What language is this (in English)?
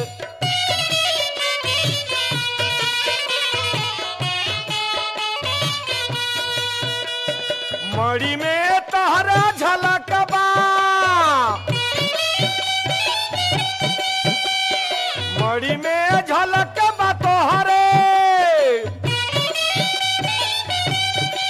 Bhojpuri